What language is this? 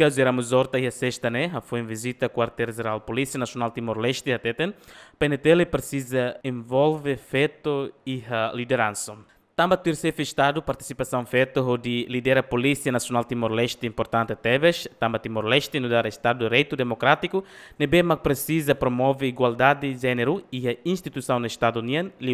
Tetum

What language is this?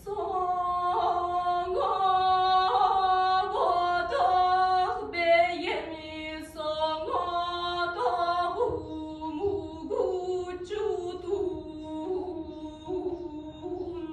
Yakut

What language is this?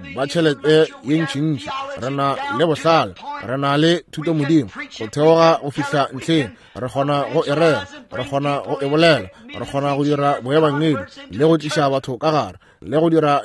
Northern Sotho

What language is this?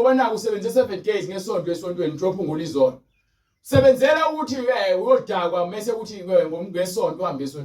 Zulu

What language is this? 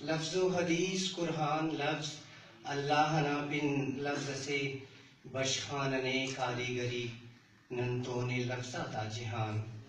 Brahui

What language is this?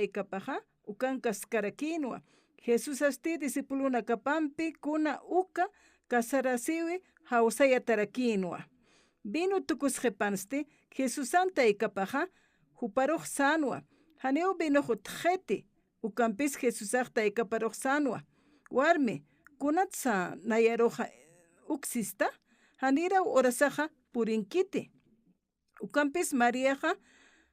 Aymara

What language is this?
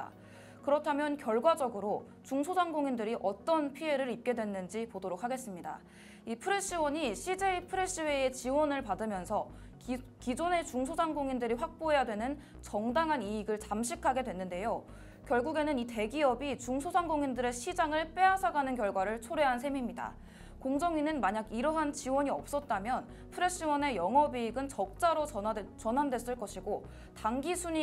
Korean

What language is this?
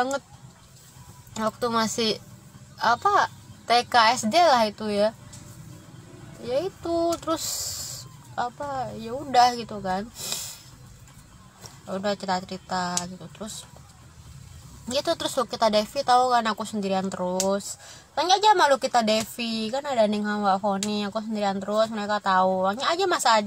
Indonesian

